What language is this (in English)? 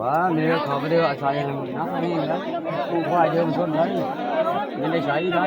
Northeastern Thai